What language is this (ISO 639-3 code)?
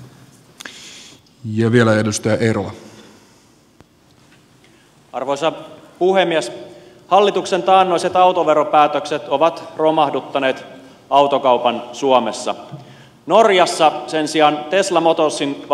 fin